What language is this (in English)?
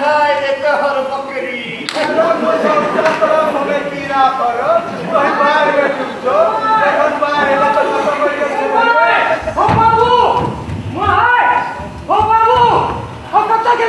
Maithili